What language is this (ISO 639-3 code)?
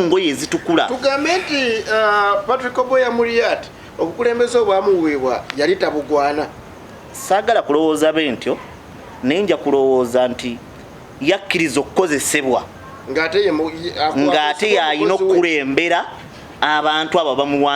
lug